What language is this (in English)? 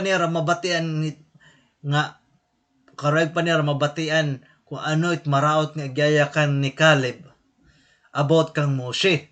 Waray